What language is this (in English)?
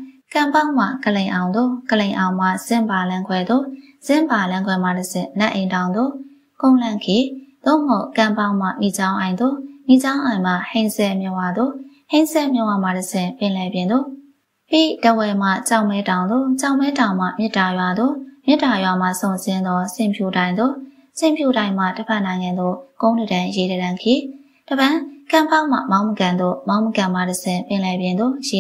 Burmese